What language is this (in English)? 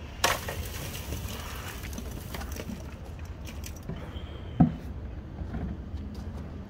Spanish